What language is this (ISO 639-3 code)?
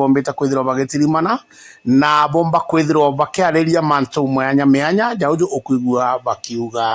mer